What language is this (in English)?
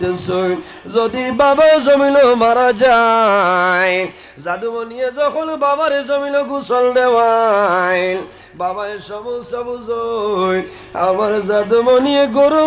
Sylheti